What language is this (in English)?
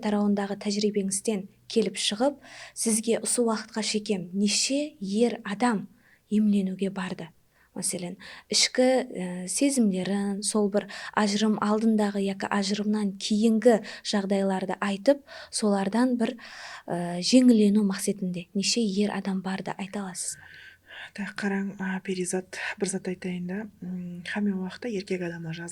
Kara-Kalpak